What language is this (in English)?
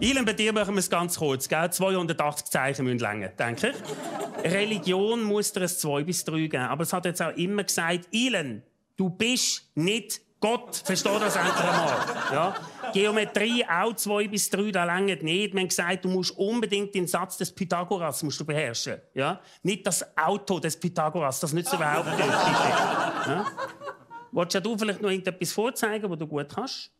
Swiss German